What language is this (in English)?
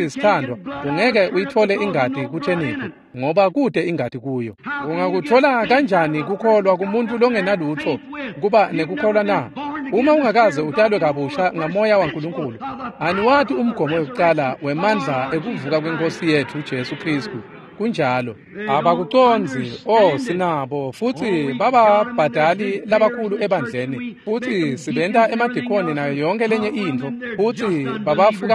Swati